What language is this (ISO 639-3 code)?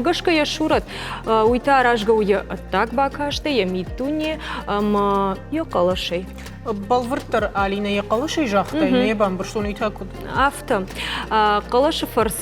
oss